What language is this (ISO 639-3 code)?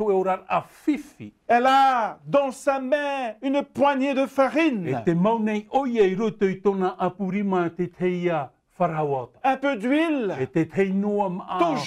tah